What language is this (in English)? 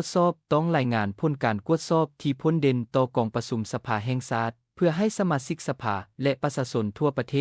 Lao